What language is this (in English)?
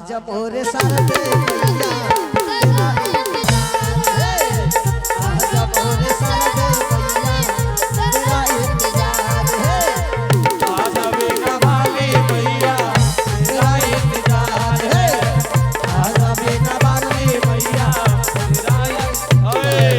Angika